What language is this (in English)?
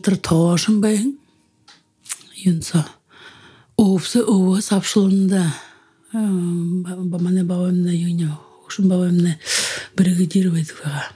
Buriat